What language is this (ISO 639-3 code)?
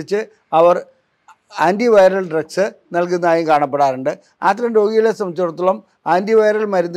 mal